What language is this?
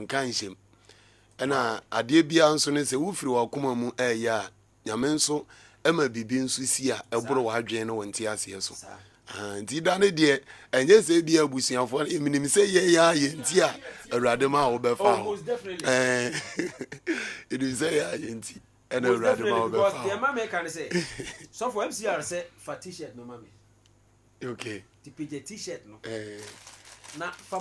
Akan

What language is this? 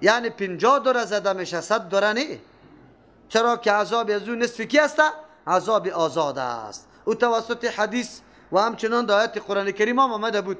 Persian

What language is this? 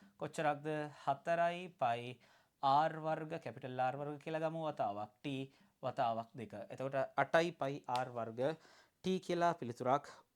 Sinhala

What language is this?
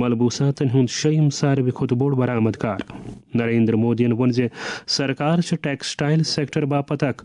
Kashmiri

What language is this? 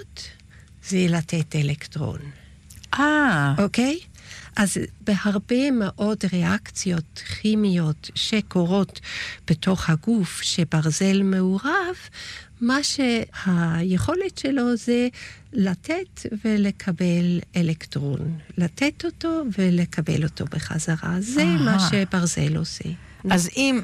Hebrew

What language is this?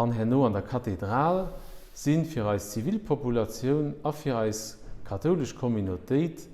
Luxembourgish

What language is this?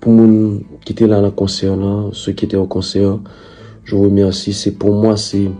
Haitian Creole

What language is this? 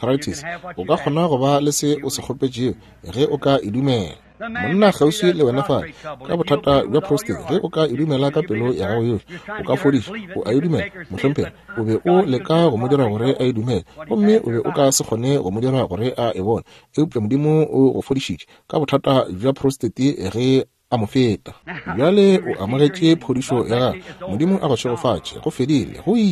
Northern Sotho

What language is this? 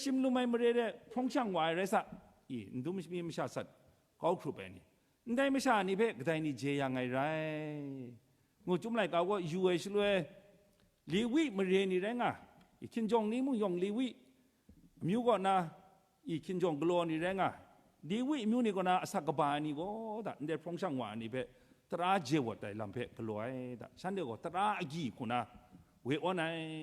Kachin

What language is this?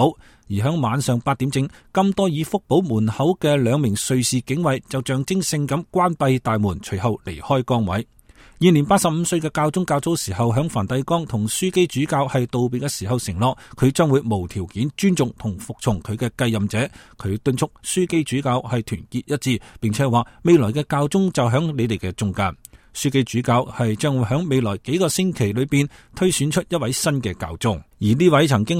Cantonese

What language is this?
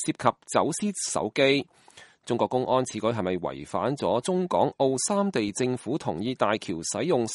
Cantonese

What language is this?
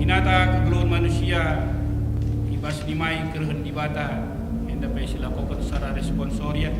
Batak Karo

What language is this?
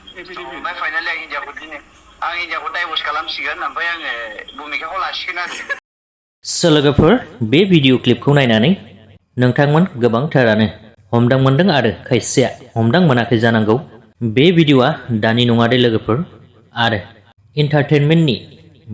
Bodo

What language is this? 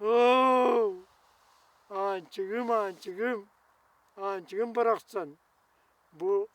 Yakut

